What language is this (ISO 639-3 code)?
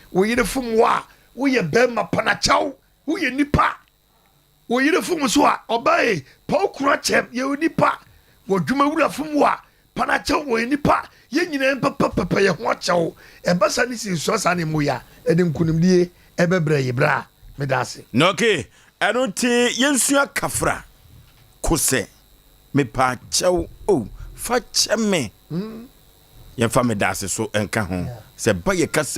aka